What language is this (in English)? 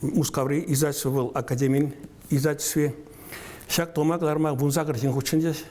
Chuvash